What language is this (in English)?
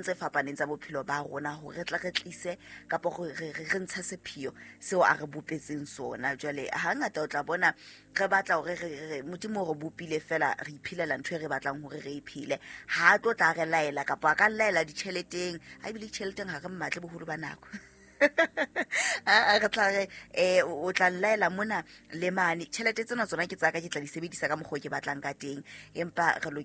Southern Sotho